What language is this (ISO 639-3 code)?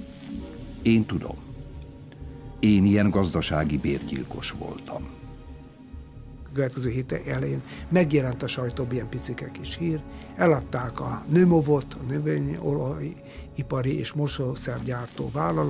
hun